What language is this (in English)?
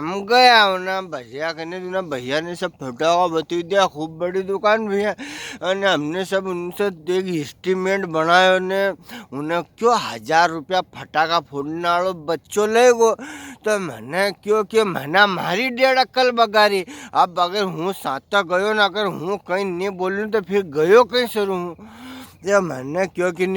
Rajasthani